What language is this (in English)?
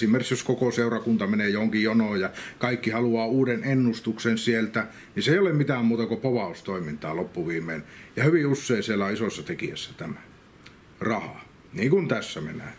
Finnish